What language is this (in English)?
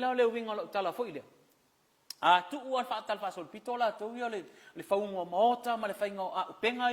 Samoan